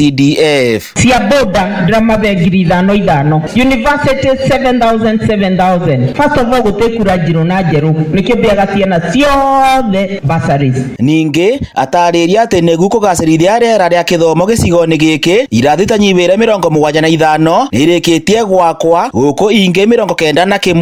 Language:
Kikuyu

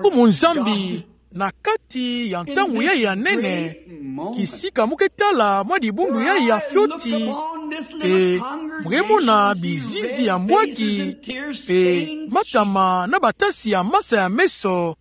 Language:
Kituba (Democratic Republic of Congo)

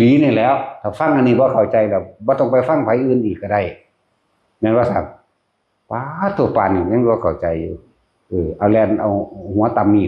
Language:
Northeastern Thai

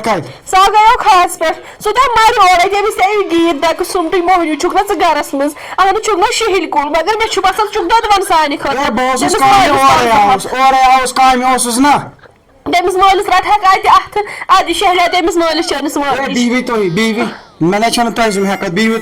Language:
Kashmiri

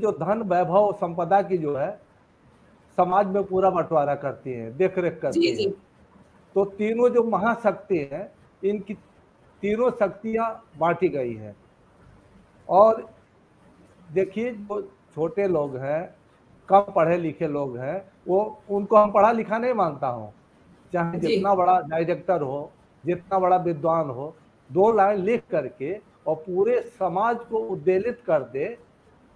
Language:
Hindi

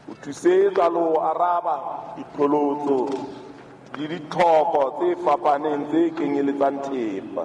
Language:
Southern Sotho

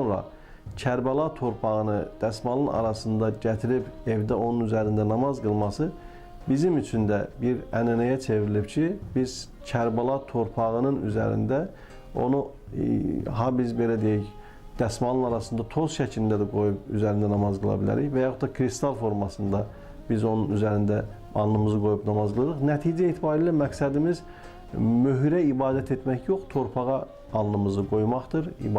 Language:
Azerbaijani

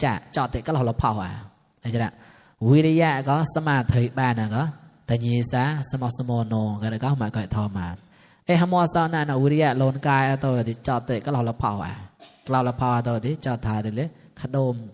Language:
Mon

